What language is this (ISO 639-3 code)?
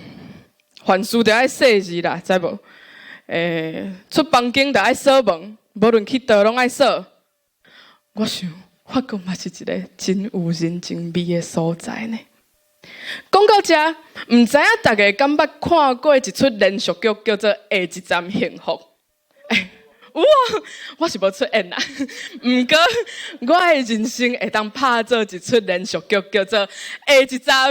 nan